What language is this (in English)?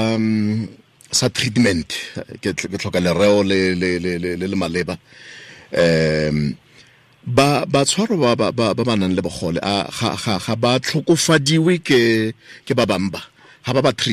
Tswana